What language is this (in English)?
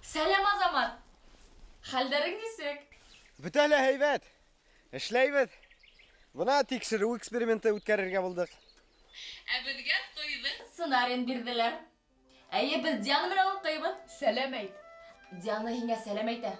Bashkir